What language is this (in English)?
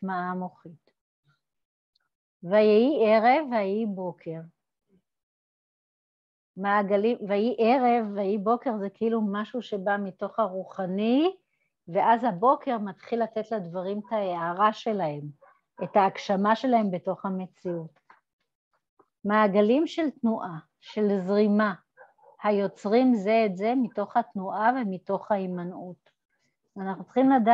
Hebrew